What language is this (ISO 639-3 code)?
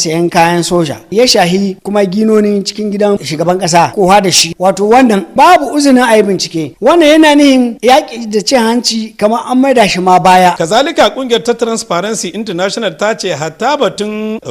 hau